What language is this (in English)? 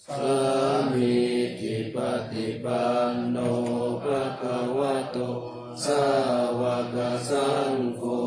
Pali